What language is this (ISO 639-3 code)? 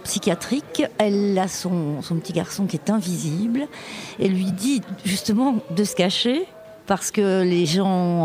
fra